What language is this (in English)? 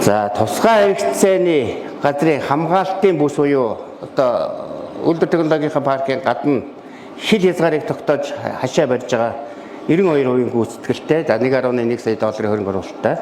Mongolian